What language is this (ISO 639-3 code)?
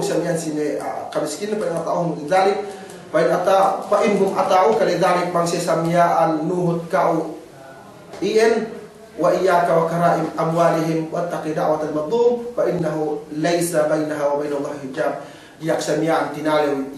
yka